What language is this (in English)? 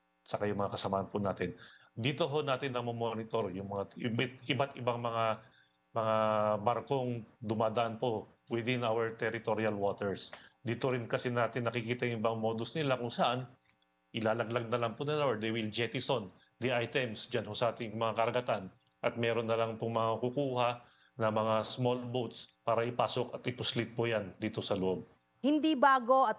Filipino